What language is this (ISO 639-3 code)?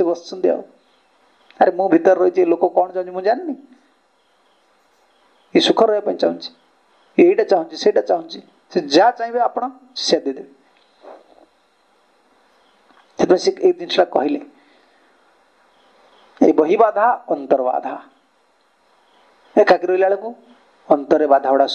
ori